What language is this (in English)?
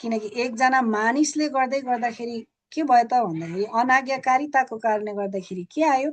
Nepali